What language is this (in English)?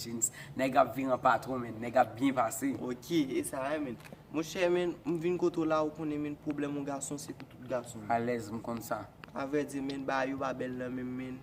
Haitian Creole